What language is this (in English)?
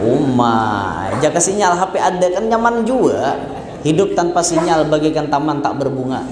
Banjar